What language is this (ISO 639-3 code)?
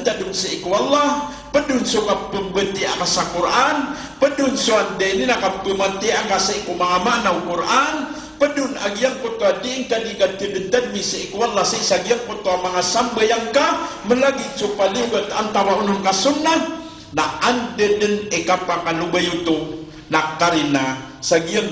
mrw